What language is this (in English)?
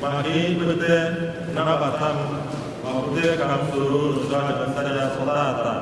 Igbo